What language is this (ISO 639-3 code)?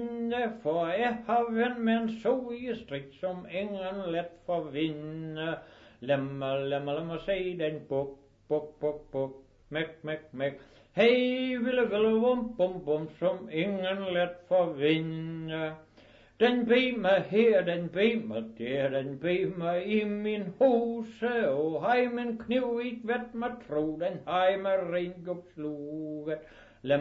dan